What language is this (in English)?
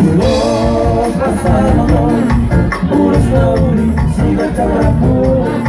Batak Toba